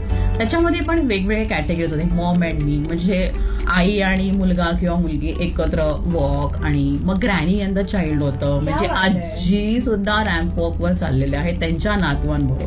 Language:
Marathi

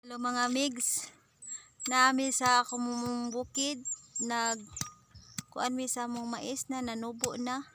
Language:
Cebuano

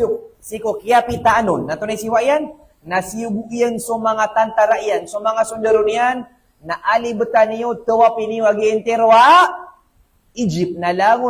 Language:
Maranao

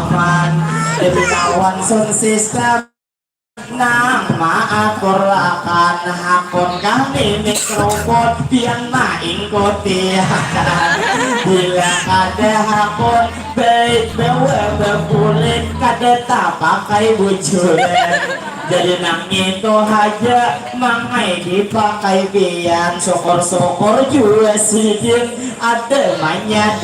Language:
Banjar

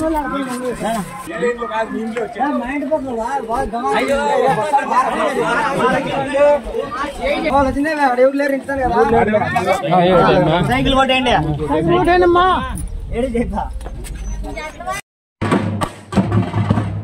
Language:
Telugu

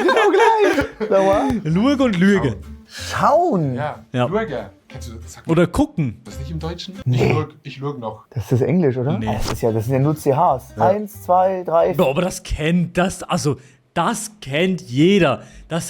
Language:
Swiss German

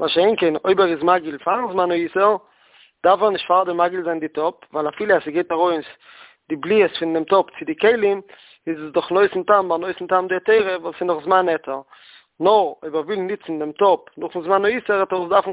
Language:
Yiddish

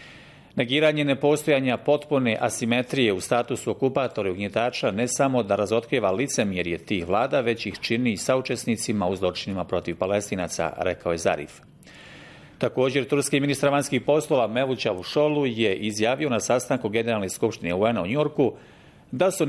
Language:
Bosnian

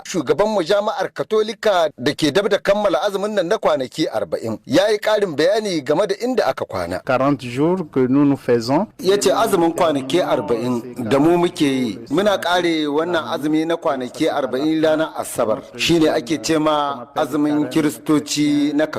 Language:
Hausa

